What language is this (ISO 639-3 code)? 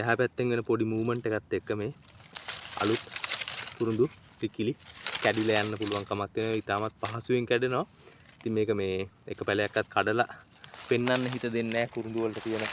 sin